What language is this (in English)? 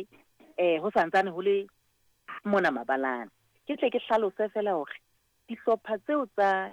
Southern Sotho